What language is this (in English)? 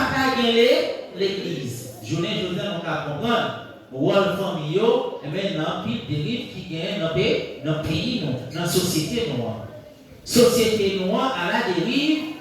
Haitian Creole